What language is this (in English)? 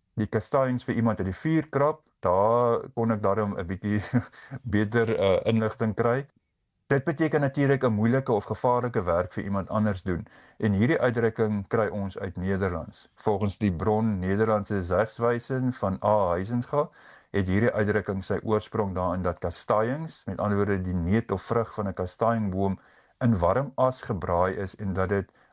Afrikaans